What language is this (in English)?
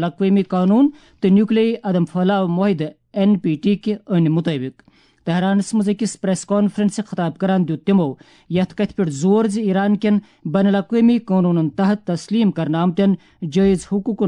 Kashmiri